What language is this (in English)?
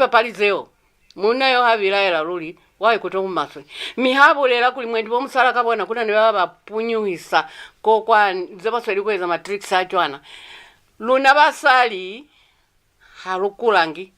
Lozi